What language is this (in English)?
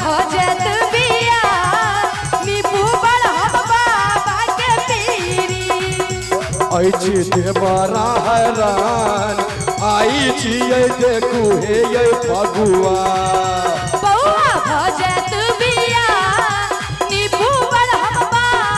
Maithili